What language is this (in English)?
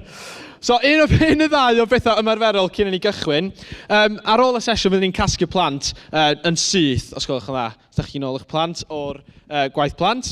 Welsh